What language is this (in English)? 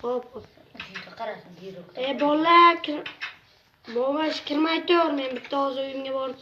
Uzbek